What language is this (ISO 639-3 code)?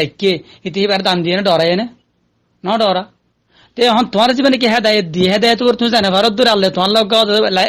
rhg